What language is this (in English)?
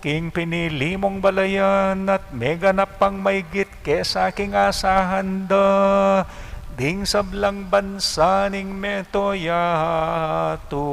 Pampanga